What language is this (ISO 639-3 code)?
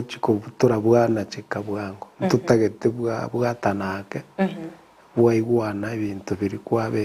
guz